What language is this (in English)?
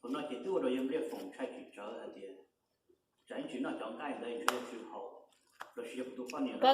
Hmong